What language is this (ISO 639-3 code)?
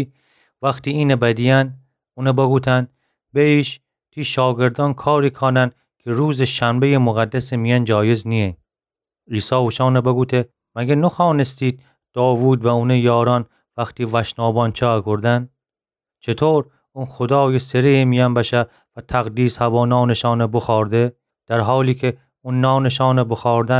glk